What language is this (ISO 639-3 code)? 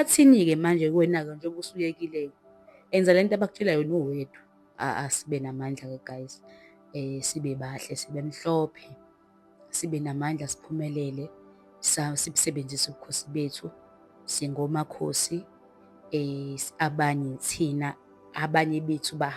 zul